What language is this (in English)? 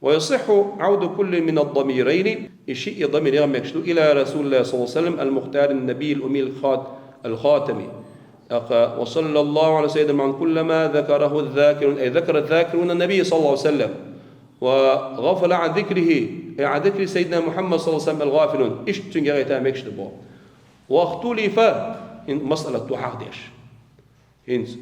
Chechen